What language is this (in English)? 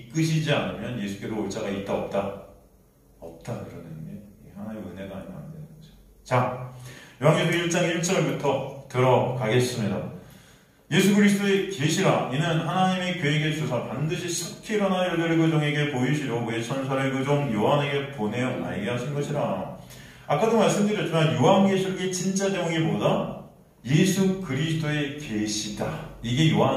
Korean